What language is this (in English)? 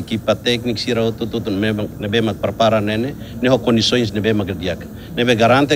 Tetum